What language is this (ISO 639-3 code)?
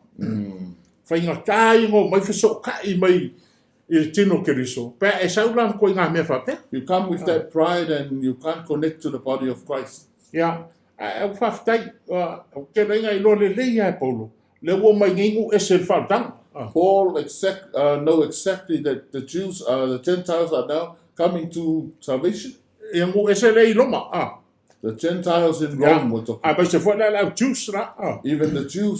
smo